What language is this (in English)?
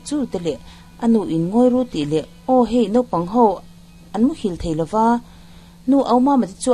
Mizo